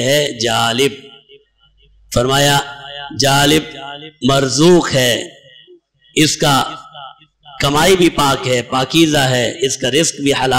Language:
Urdu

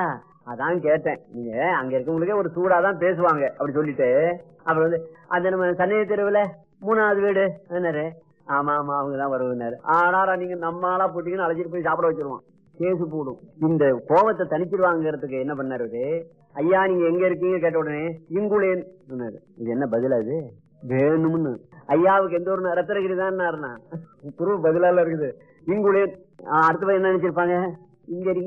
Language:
Tamil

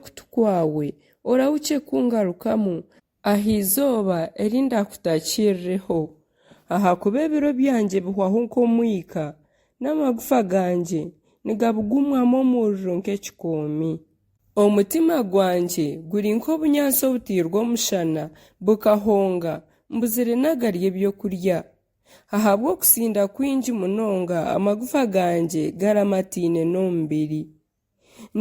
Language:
Nyankole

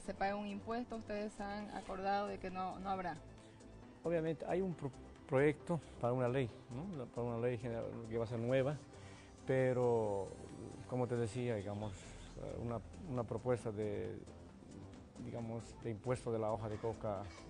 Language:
Spanish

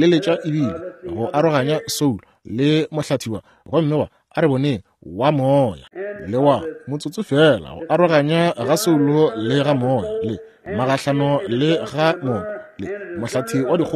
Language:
Northern Sotho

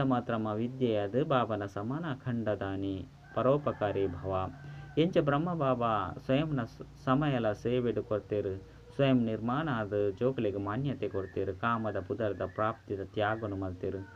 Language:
Tulu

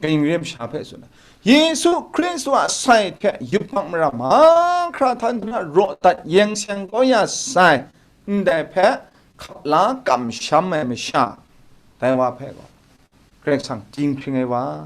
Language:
Kachin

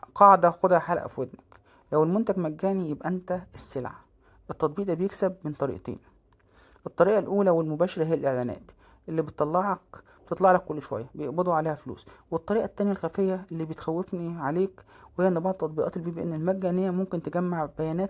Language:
Egyptian Arabic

